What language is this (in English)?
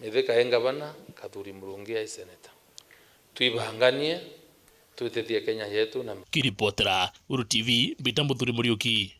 Meru